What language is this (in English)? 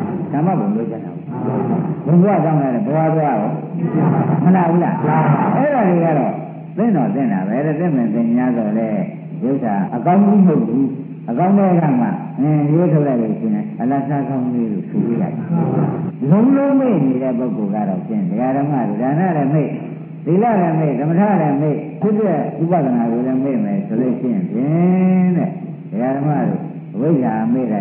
Burmese